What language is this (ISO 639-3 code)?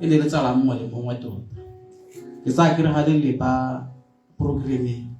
tsn